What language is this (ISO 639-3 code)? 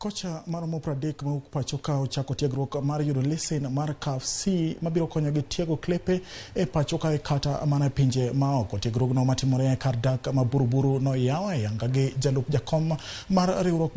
luo